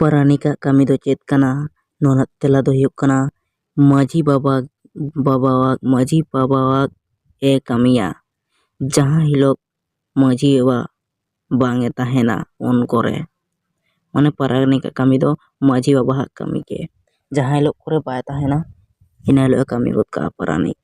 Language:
Santali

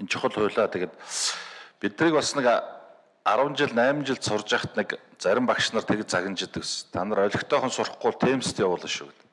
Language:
Mongolian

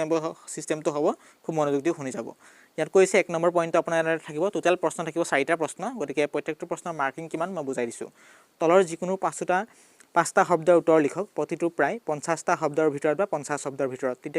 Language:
Assamese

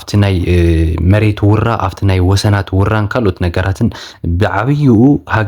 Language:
Tigrinya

